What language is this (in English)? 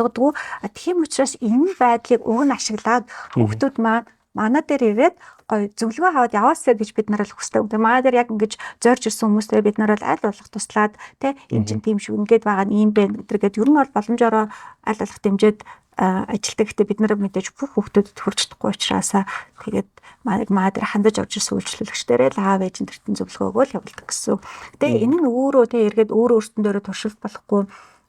Mongolian